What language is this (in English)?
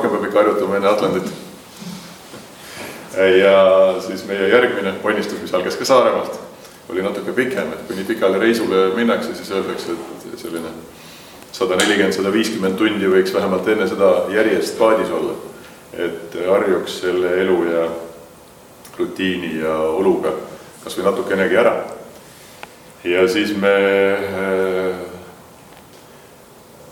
Estonian